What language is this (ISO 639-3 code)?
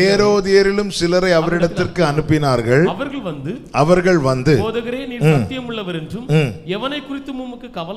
tam